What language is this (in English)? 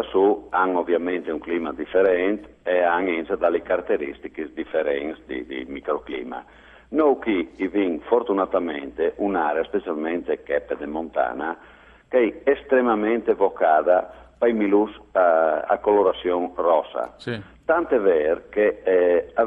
Friulian